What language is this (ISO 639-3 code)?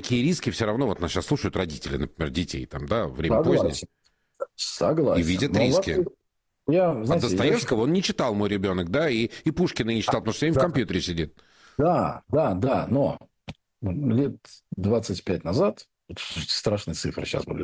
rus